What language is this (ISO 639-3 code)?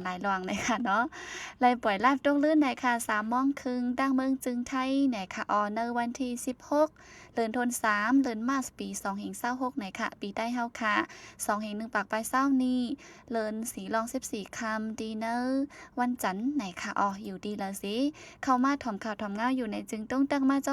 shn